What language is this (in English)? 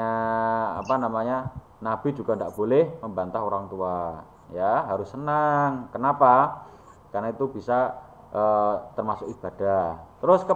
Indonesian